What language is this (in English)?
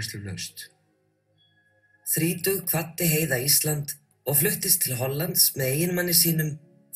Icelandic